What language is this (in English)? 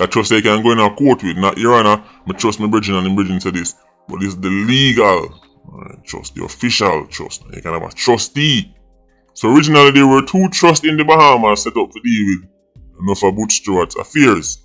Jamaican Creole English